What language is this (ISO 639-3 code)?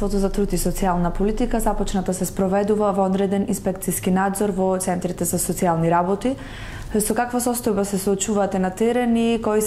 mkd